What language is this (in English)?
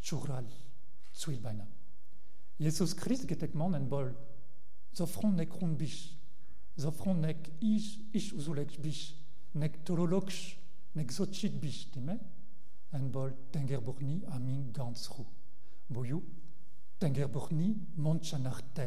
Breton